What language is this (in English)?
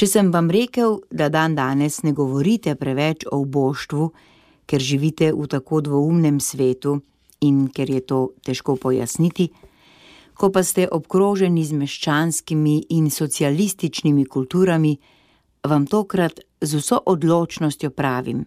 Slovenian